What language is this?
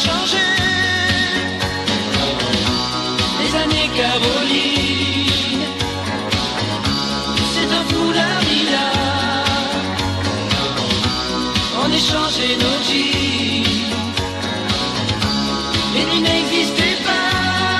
French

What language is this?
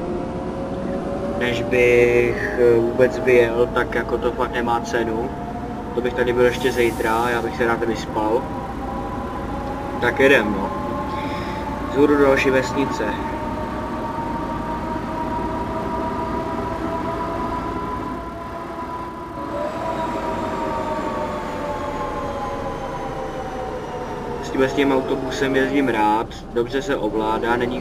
Czech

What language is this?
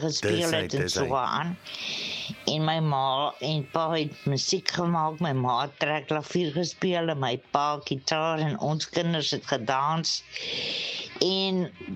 Afrikaans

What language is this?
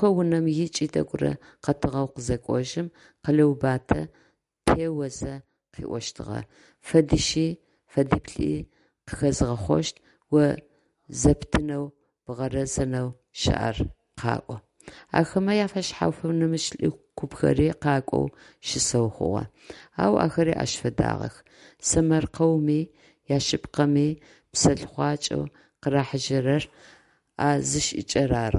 Adyghe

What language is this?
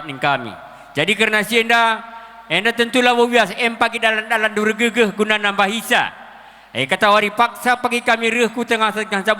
Batak Karo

